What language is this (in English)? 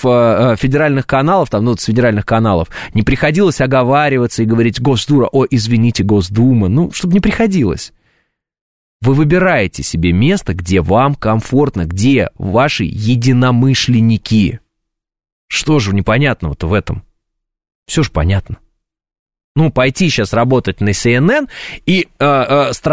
Russian